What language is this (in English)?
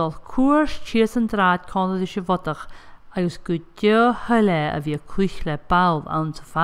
Scottish Gaelic